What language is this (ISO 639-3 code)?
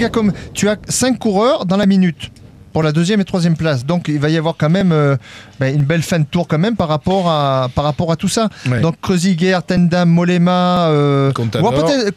fra